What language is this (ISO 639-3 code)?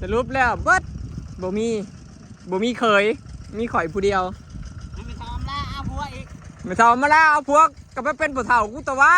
tts